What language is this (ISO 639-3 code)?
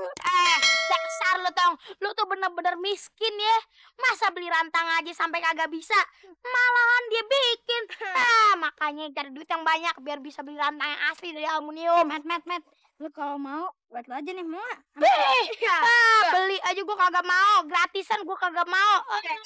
bew